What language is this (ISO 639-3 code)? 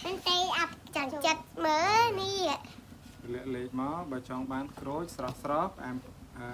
khm